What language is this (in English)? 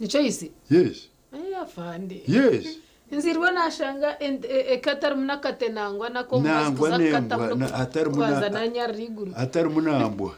Nyankole